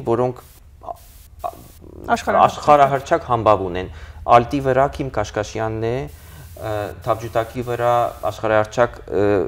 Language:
Western Armenian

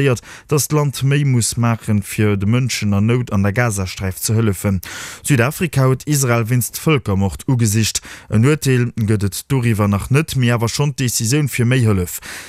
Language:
Luxembourgish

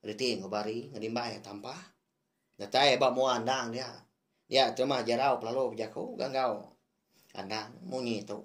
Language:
Iban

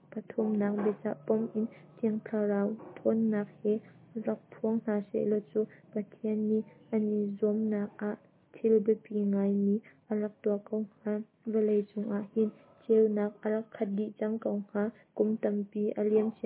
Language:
Hakha Chin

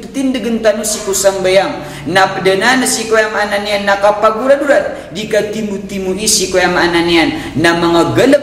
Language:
Maranao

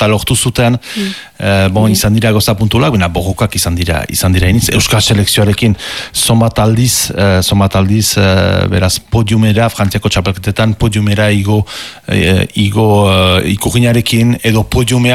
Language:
Basque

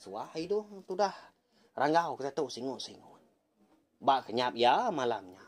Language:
Iban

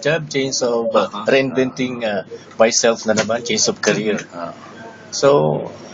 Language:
Bikol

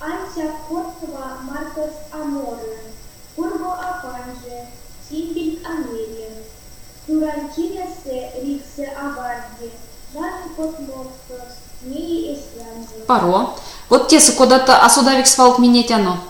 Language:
Erzya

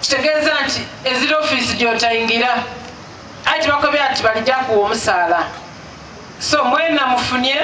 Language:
Soga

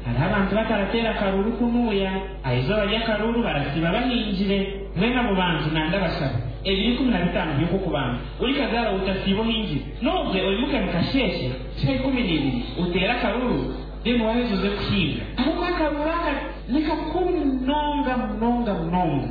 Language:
Nyankole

